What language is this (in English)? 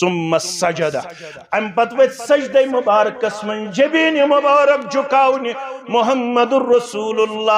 Kashmiri